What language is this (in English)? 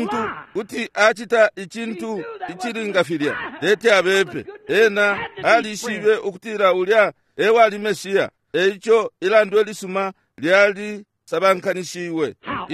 Bemba